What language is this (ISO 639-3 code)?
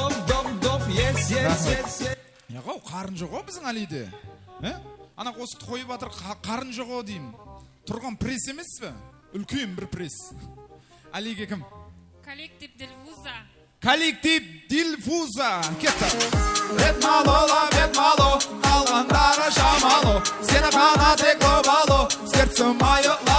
kaa